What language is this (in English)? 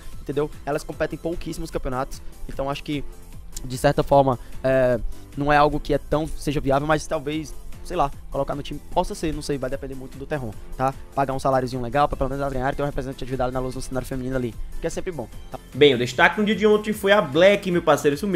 Portuguese